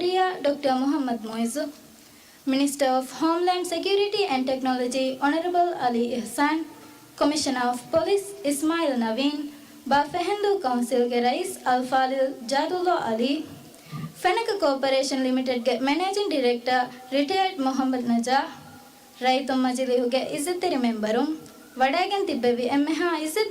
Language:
Divehi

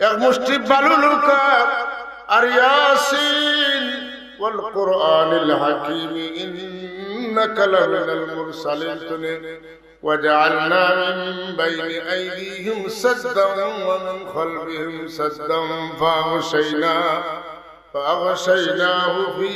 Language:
Sylheti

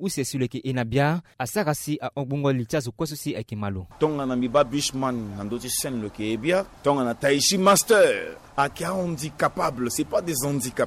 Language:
Sango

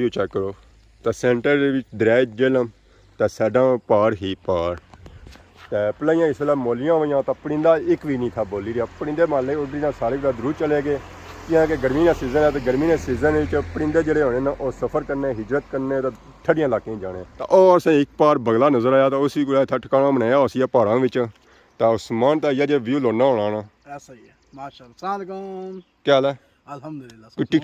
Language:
Pahari-Potwari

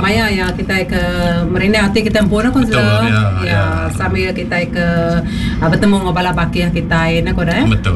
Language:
Iban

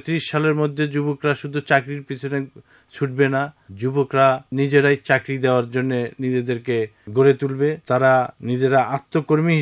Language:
Bangla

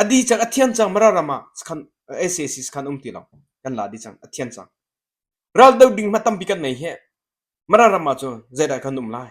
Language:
Hakha Chin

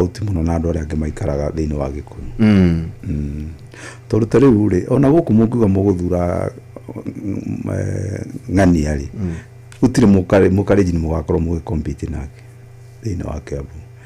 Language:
Kikuyu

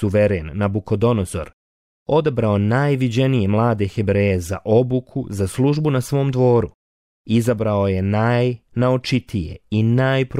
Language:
Croatian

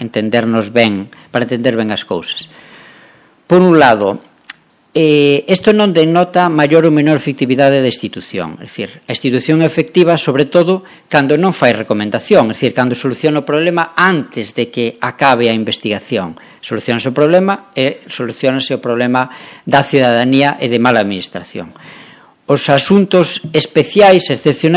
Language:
Galician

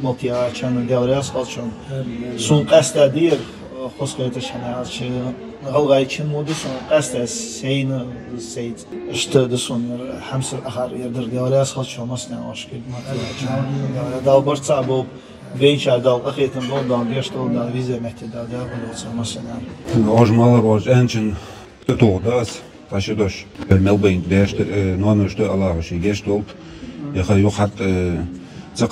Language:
Ingush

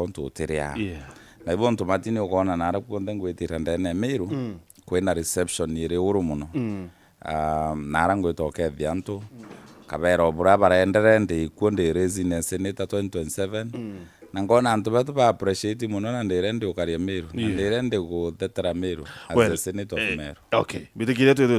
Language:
Meru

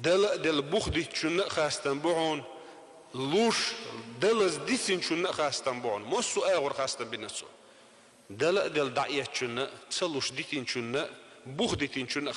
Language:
Chechen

